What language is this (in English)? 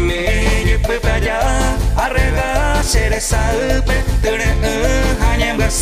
Guarani